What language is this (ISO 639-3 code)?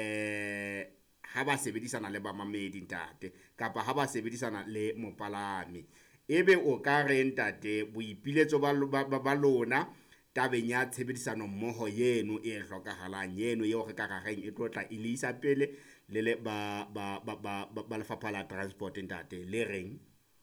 sot